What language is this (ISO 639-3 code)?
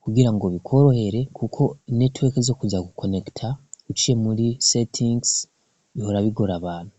run